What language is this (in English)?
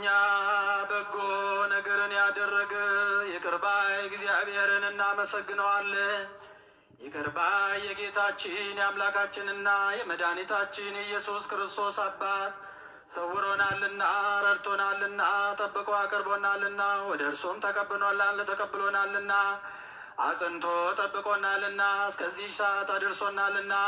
Amharic